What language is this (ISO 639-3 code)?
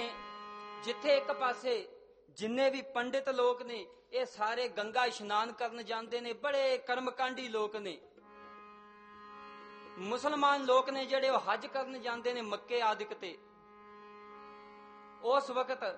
pan